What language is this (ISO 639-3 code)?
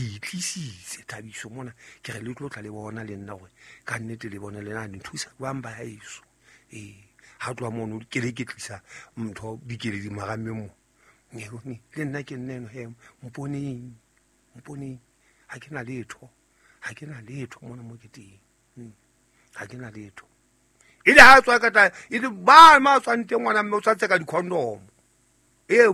sot